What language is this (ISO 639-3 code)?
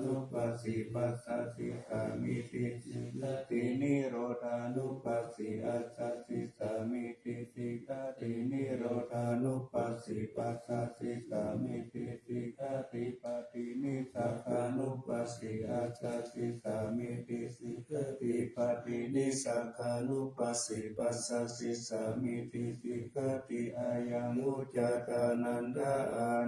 pli